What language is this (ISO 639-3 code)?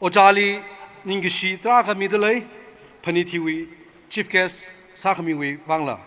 nmf